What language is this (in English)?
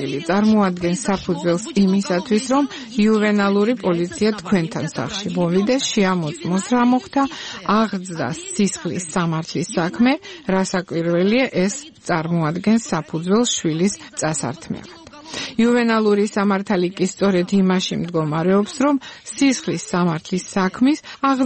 Georgian